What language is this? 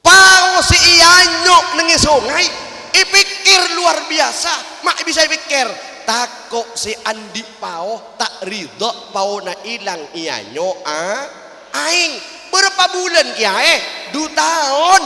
Madurese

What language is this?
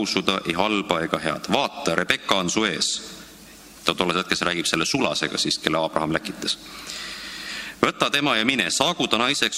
Estonian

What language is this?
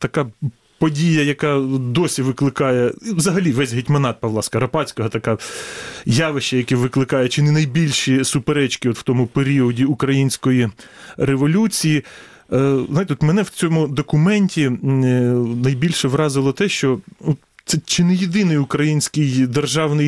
Ukrainian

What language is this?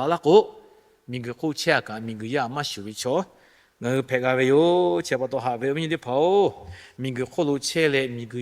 Lahu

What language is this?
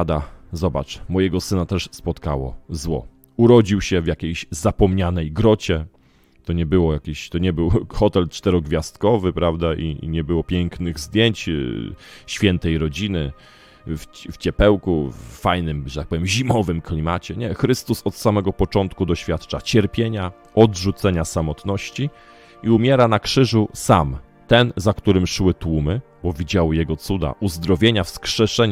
Polish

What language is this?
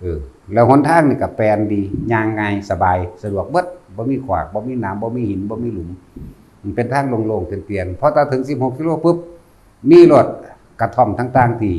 Lao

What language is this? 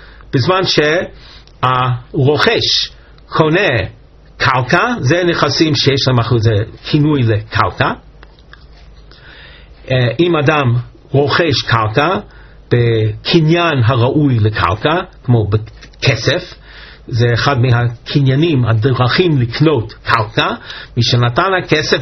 Hebrew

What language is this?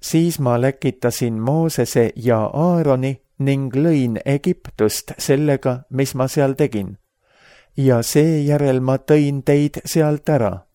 Estonian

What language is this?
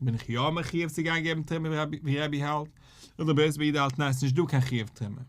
Yiddish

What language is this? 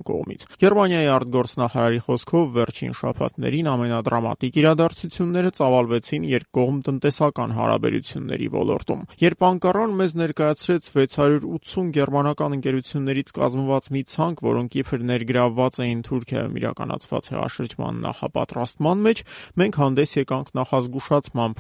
Armenian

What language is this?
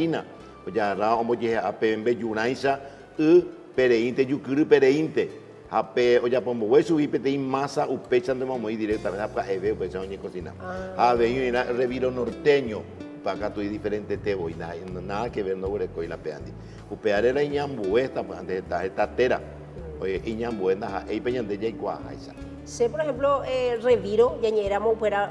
Guarani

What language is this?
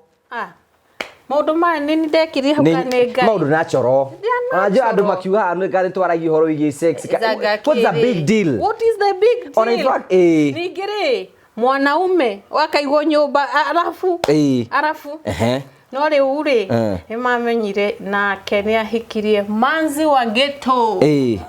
Kikuyu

